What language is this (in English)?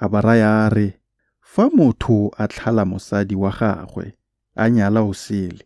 Tswana